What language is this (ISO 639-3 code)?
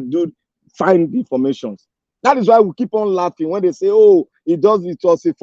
pcm